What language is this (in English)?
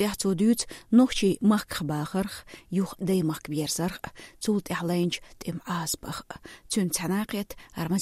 Chechen